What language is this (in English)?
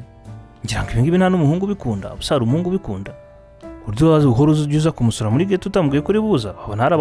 Kinyarwanda